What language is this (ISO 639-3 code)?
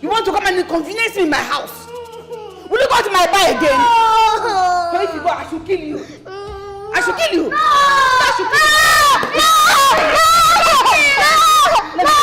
pcm